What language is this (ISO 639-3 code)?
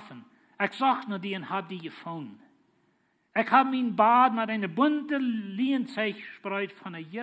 pdt